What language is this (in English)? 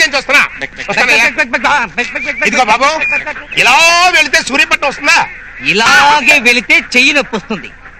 Telugu